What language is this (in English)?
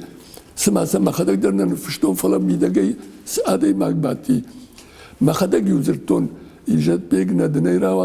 Ossetic